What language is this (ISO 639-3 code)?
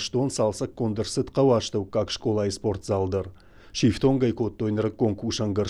oss